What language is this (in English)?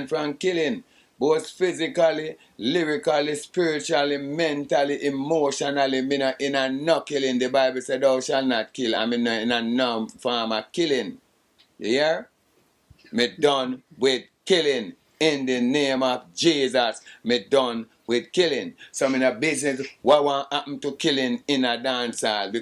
Jamaican Creole English